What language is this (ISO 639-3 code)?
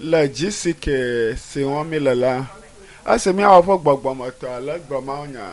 ewe